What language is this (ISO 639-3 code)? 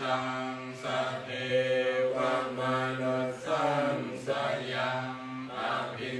pli